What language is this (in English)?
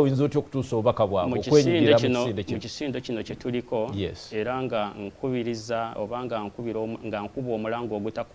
Ganda